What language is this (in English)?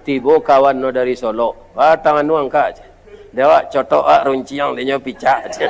Minangkabau